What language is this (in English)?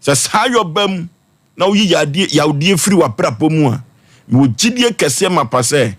Akan